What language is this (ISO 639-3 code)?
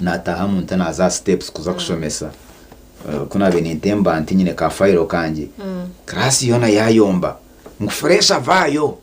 nyn